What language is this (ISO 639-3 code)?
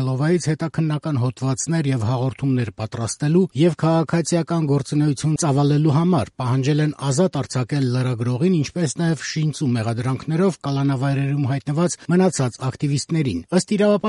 hye